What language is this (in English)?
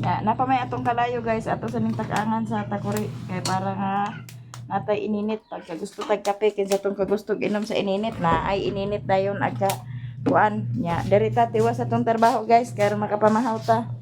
Cebuano